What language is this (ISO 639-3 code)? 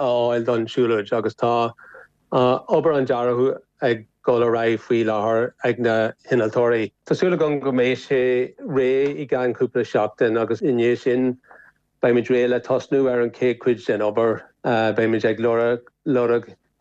gle